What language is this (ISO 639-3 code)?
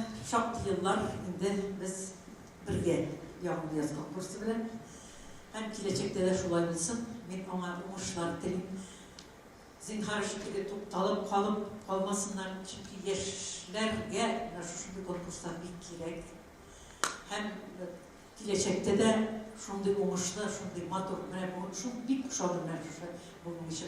tat